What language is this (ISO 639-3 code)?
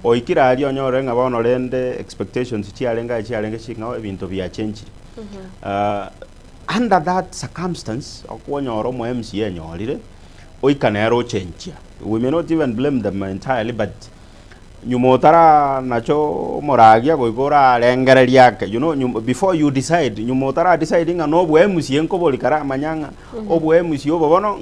guz